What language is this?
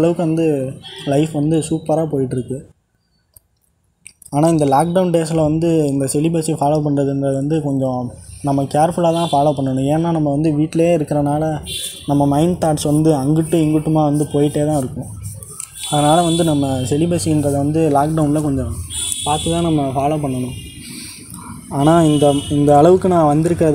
Tamil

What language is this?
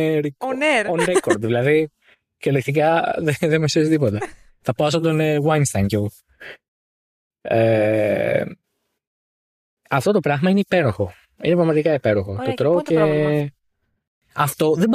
Greek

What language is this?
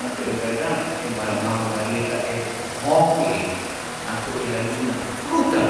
Papiamento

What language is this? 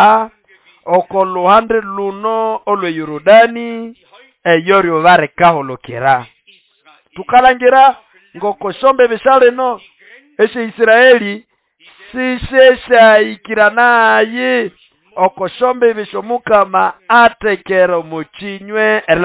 Nande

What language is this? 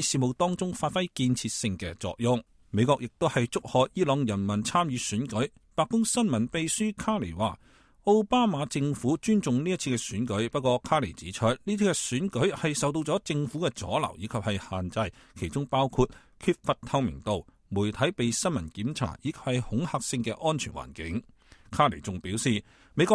Cantonese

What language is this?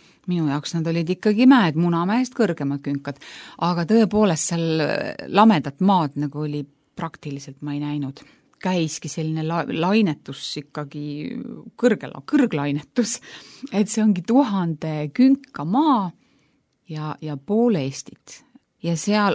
Estonian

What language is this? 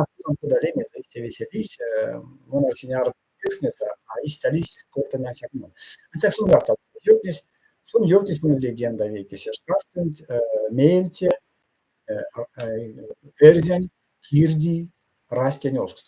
Erzya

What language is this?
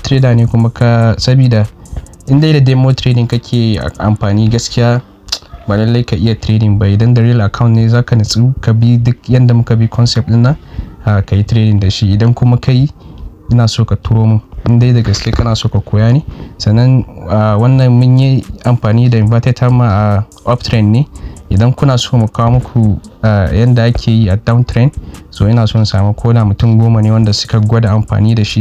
Hausa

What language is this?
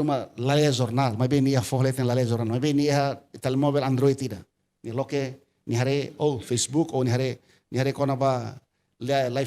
Tetum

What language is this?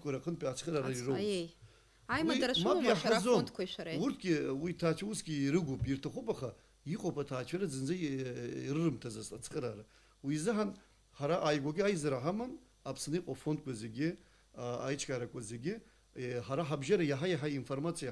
Abkhazian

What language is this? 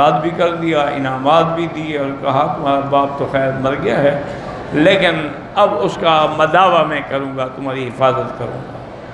Urdu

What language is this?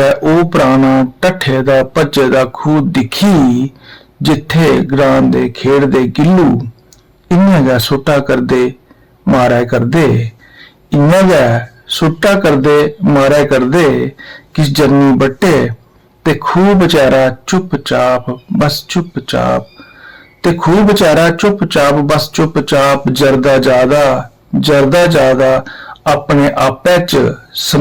Dogri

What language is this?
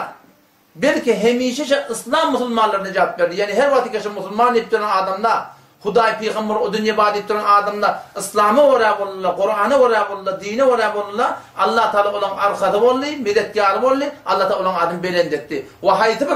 Turkmen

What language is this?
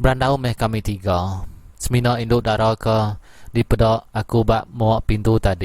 Iban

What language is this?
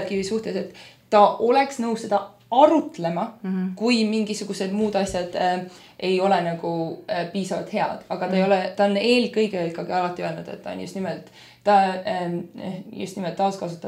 Estonian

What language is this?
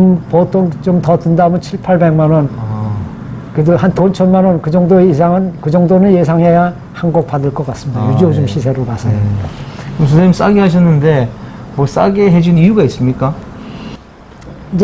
Korean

